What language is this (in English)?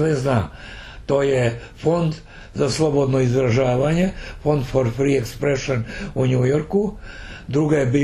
Serbian